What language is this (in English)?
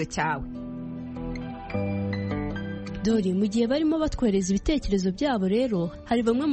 Kinyarwanda